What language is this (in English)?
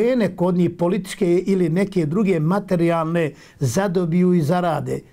Bosnian